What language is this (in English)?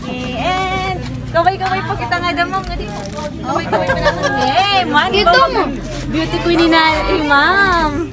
Waray